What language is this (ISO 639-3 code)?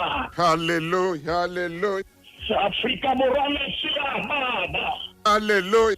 sot